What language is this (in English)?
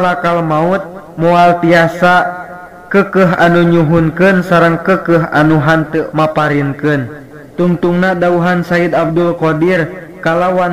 Sundanese